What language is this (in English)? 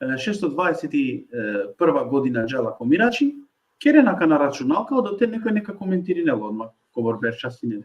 Balkan Romani